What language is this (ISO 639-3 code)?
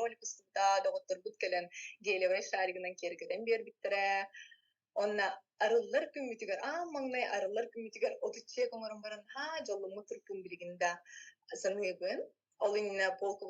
sah